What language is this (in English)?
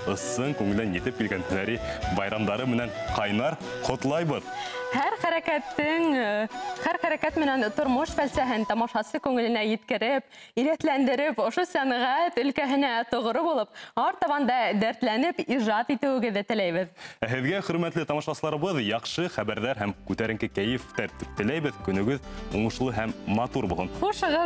Bashkir